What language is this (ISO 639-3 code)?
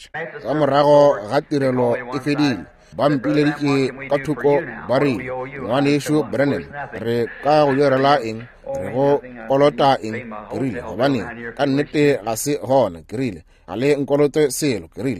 nso